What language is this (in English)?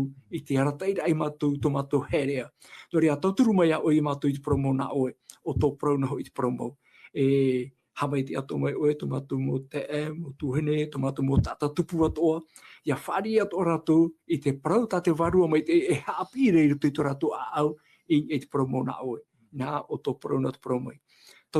Tahitian